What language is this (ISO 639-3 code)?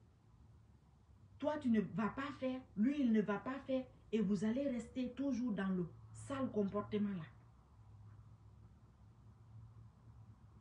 fra